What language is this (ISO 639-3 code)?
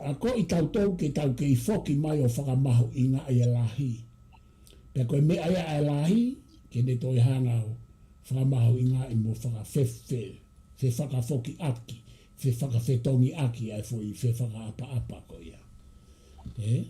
ton